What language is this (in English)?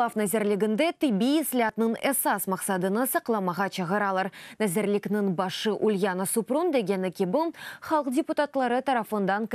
Crimean Tatar